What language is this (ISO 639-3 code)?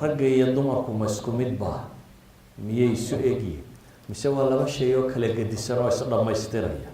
som